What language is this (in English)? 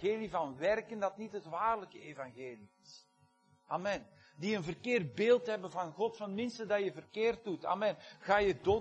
Dutch